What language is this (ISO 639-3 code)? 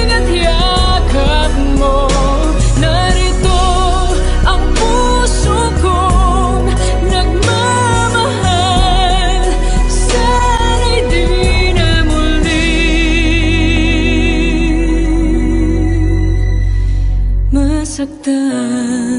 fil